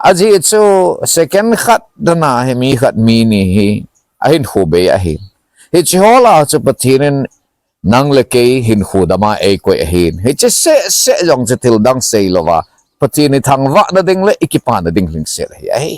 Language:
Thado Chin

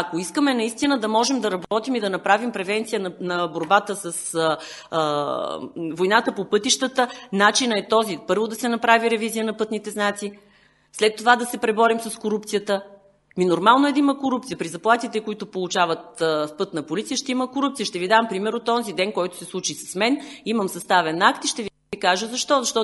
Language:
Bulgarian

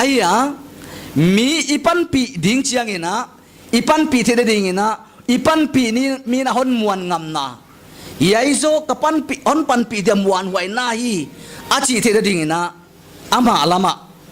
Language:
Paite Chin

